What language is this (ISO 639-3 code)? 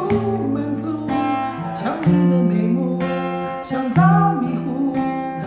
zho